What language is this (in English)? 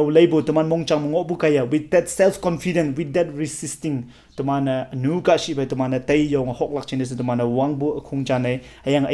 Konyak Naga